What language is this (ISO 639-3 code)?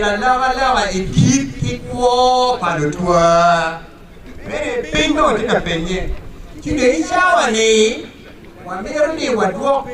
ach